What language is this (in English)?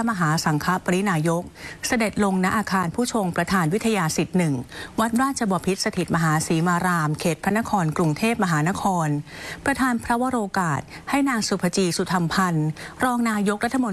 Thai